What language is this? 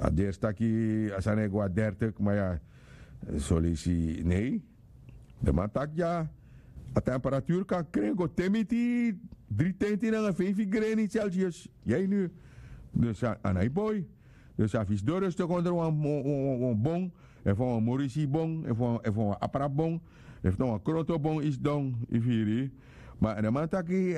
Sranan Tongo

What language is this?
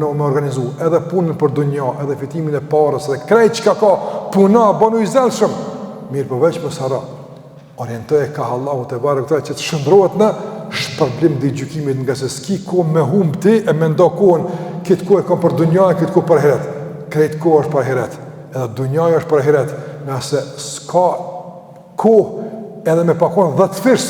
Albanian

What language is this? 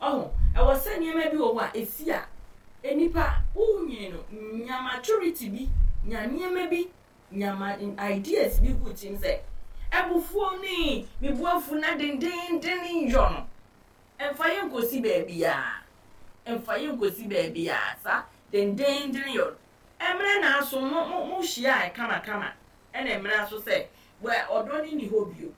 Akan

